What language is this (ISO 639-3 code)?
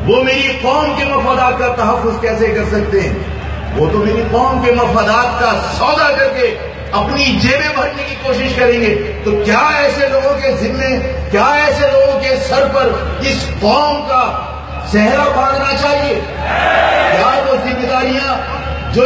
urd